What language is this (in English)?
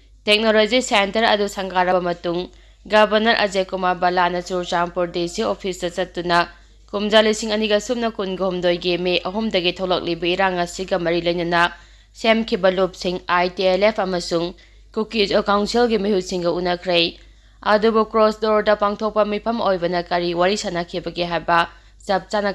Manipuri